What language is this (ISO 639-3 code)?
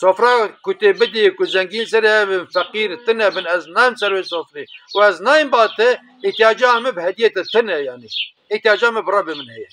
kur